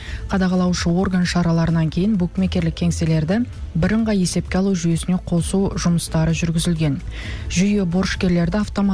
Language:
Kazakh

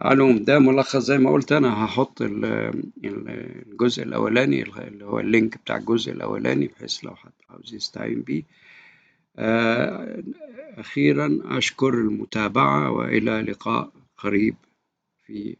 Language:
Egyptian Arabic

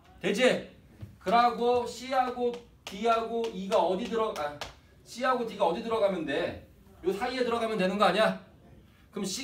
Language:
Korean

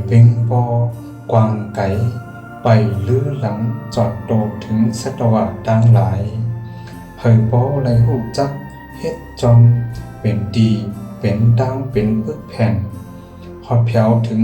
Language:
Shan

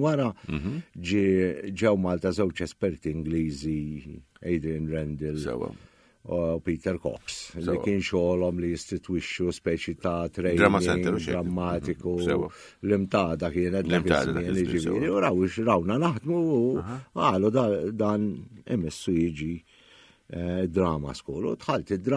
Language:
Maltese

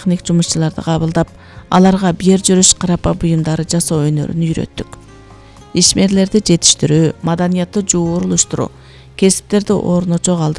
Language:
Kyrgyz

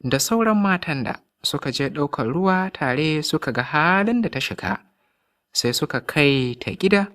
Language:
Hausa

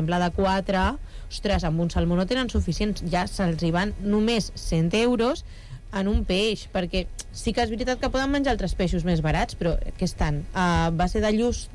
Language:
Catalan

